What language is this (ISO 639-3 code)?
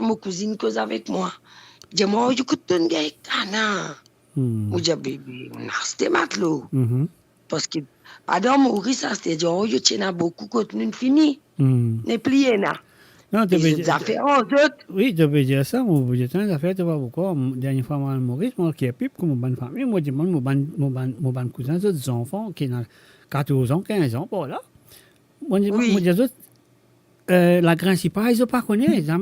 mfe